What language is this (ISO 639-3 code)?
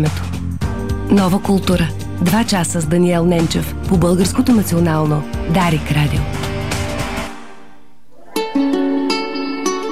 bul